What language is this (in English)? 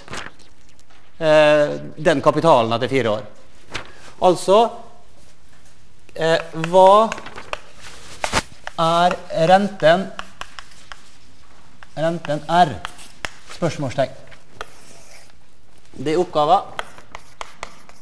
Norwegian